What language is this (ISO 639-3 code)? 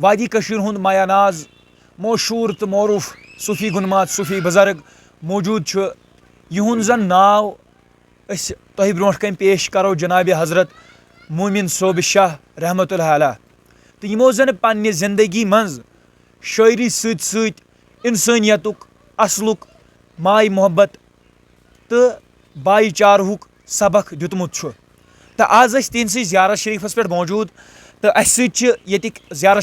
kas